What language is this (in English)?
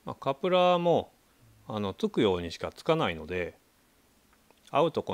Japanese